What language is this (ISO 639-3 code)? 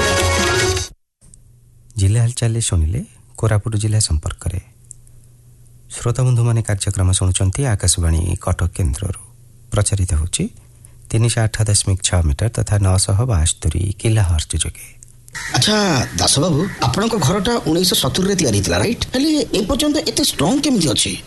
ori